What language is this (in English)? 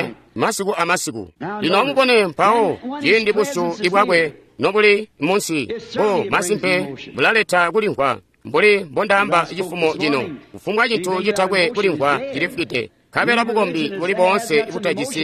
Tonga (Zambia)